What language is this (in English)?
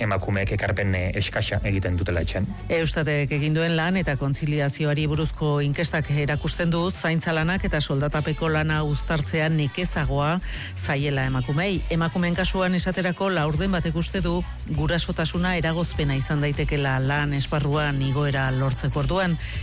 Basque